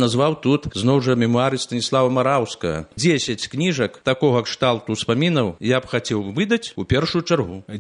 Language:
Belarusian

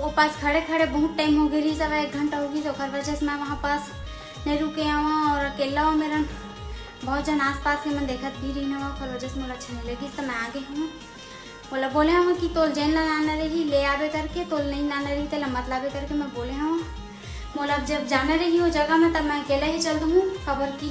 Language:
Chhattisgarhi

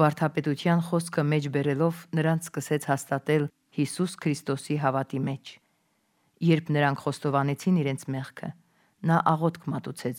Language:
Armenian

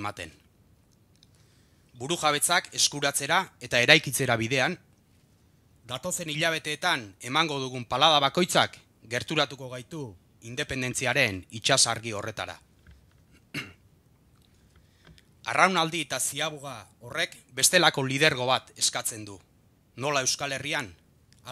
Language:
Basque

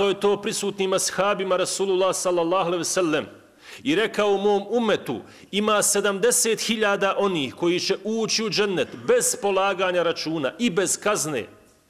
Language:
Bosnian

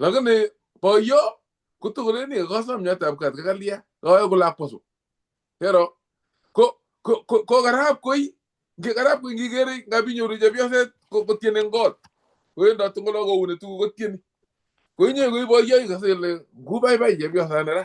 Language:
Kalenjin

